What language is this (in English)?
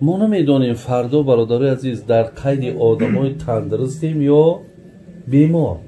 Tajik